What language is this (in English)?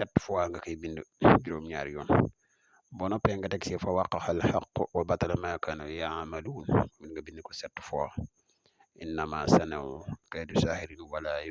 Wolof